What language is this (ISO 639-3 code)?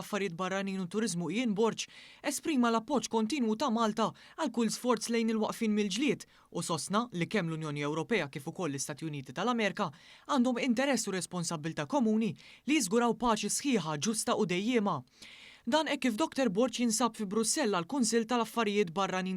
mlt